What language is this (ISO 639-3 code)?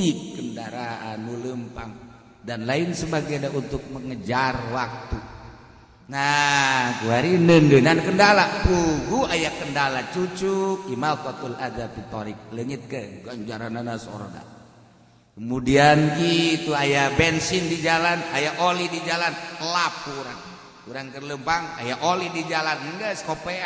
sun